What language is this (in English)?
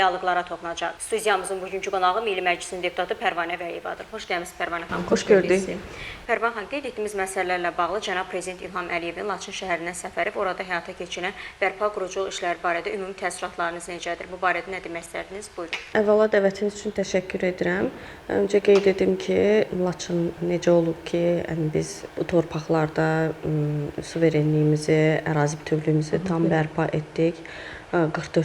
Azerbaijani